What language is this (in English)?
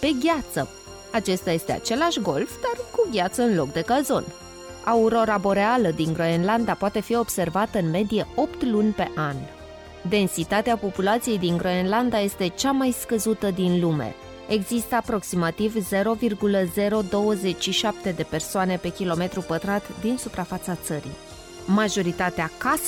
Romanian